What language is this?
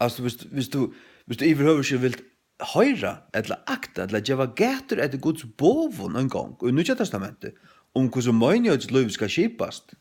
Faroese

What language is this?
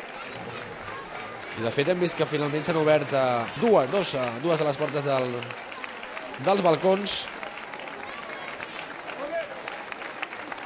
Catalan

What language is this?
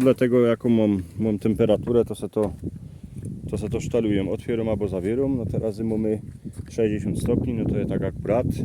Silesian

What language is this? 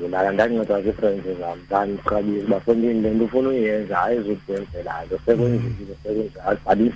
Xhosa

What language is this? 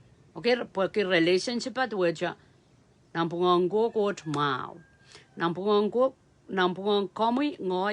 Pohnpeian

